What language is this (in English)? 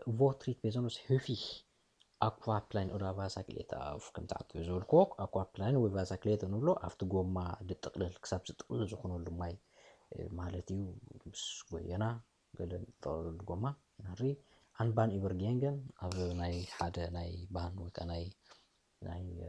Tigrinya